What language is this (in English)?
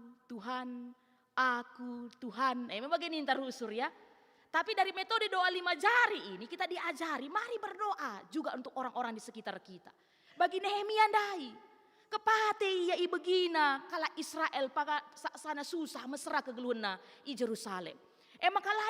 Batak Karo